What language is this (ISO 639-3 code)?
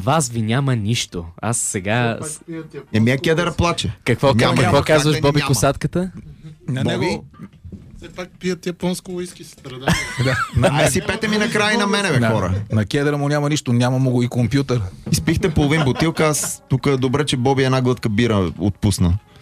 bul